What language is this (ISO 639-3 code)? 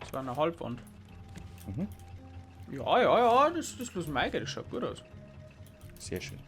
bar